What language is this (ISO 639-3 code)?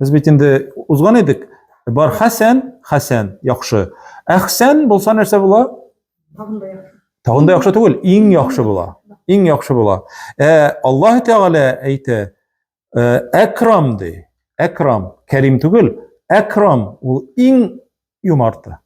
tat